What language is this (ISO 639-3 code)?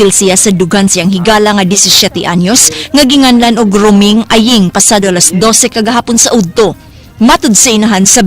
ceb